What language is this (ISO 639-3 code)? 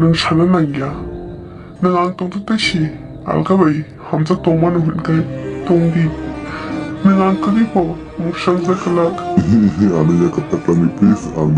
trp